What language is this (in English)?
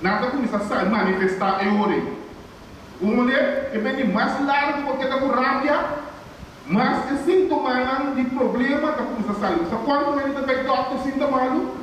Papiamento